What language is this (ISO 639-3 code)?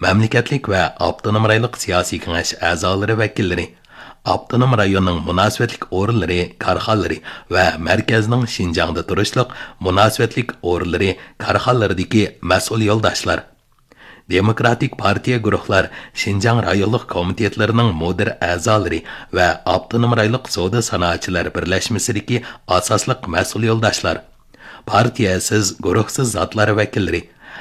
uig